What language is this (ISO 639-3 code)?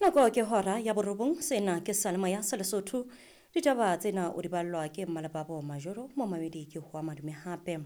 sot